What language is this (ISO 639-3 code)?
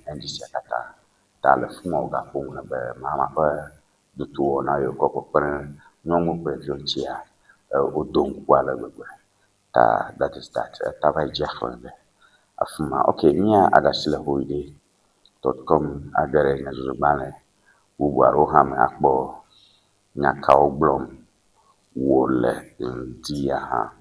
ewe